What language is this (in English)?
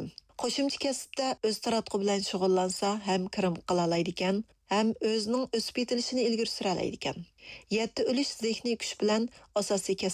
Uyghur